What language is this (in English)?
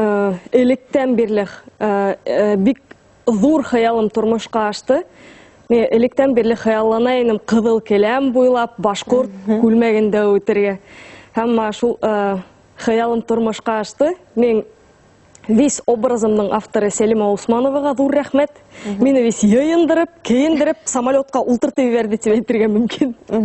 Bashkir